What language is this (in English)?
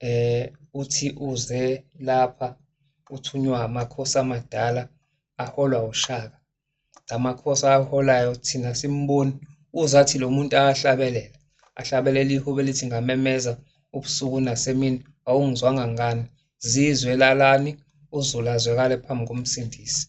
Zulu